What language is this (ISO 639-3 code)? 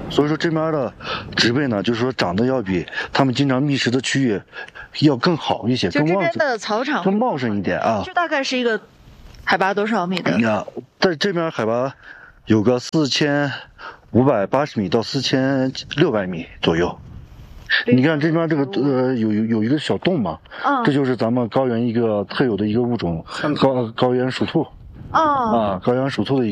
zho